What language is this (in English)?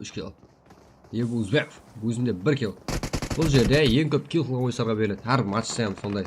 Kara-Kalpak